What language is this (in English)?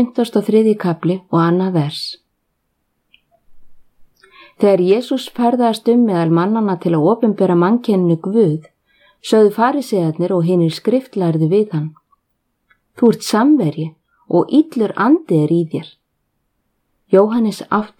Icelandic